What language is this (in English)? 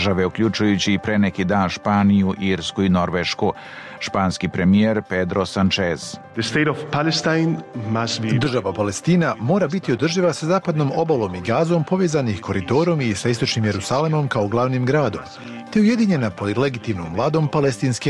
Serbian